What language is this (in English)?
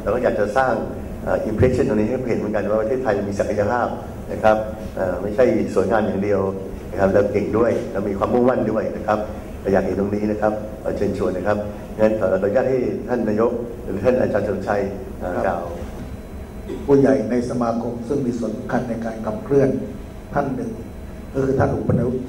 Thai